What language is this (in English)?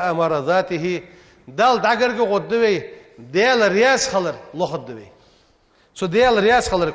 Ingush